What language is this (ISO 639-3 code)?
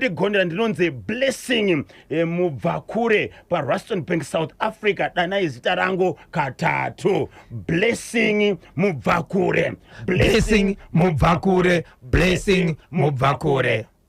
sna